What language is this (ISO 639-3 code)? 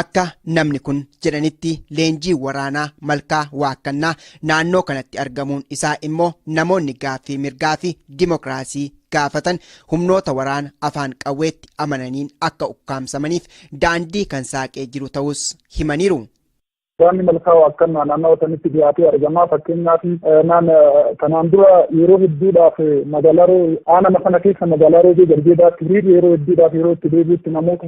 orm